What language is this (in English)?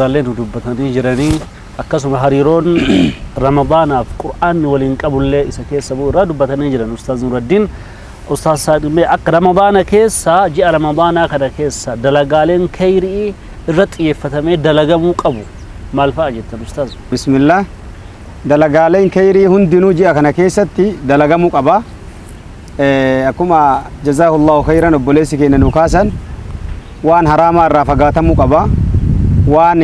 Oromo